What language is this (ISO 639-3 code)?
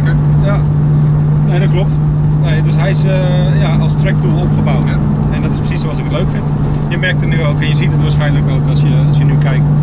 nld